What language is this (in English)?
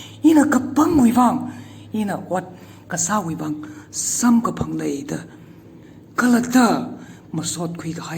Tangkhul Naga (India)